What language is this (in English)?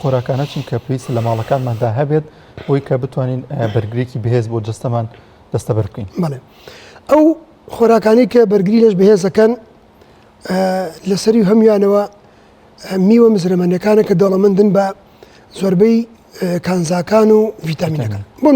Central Kurdish